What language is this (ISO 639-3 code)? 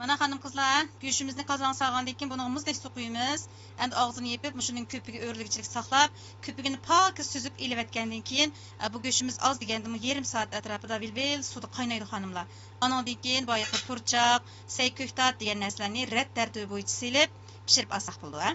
uig